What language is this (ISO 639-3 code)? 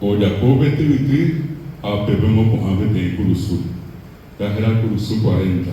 grn